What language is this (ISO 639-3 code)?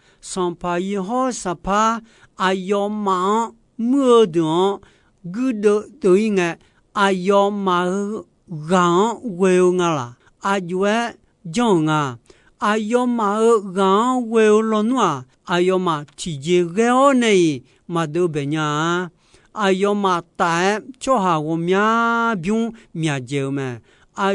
ahk